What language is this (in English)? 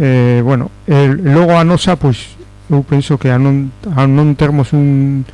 Galician